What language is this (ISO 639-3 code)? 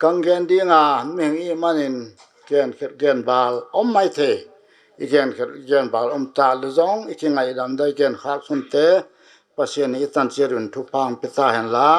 pck